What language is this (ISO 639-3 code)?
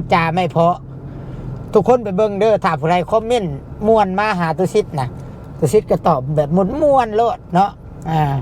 lao